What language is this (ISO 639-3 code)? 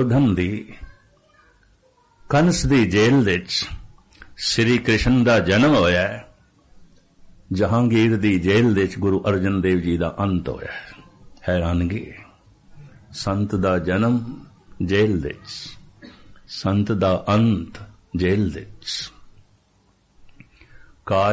pan